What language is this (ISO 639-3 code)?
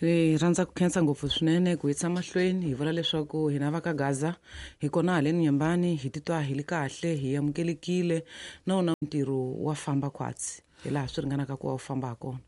tso